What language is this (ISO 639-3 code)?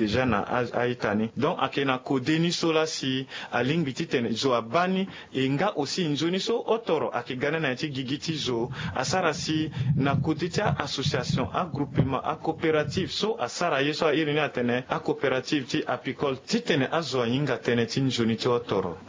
sag